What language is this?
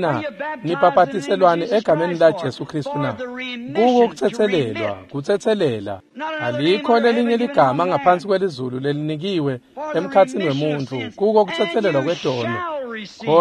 Swati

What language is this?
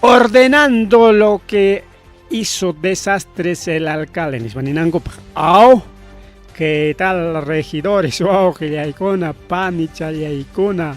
Ayacucho Quechua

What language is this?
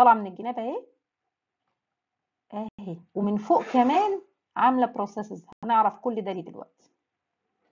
Egyptian Arabic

